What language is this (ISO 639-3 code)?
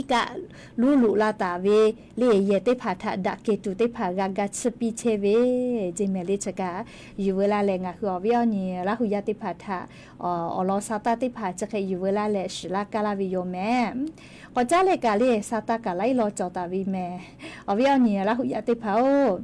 lhu